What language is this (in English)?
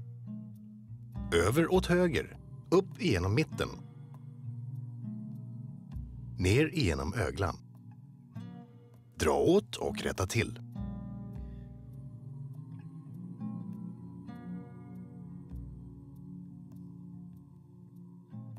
Swedish